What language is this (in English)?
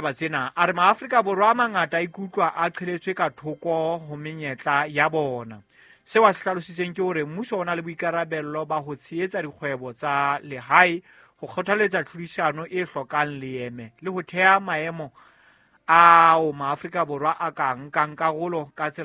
Southern Sotho